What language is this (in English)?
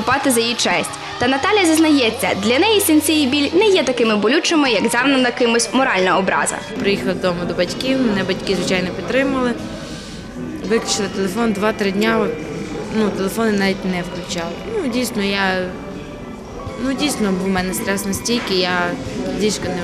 Ukrainian